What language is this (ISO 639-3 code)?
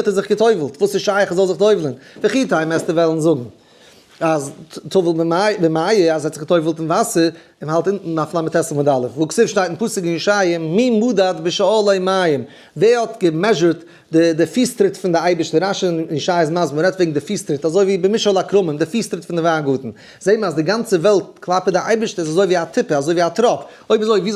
yid